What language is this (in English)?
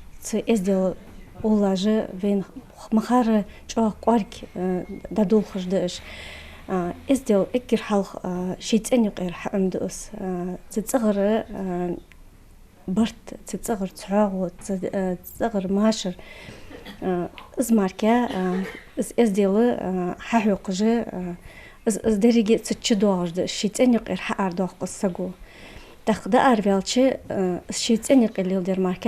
Ingush